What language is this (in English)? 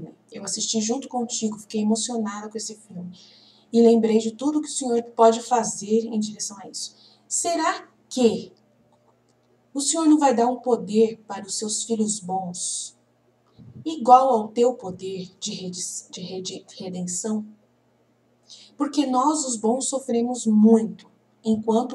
Portuguese